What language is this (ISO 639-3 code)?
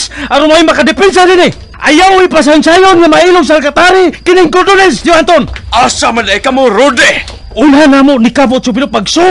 ceb